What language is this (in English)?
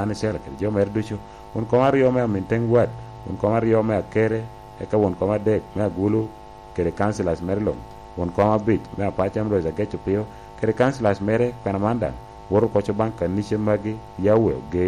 Lango (Uganda)